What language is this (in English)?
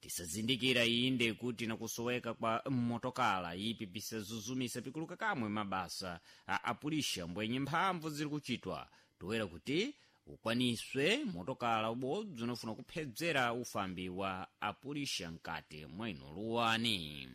Sena